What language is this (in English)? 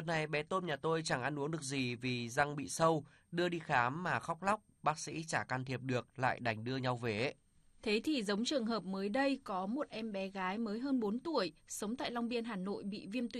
Vietnamese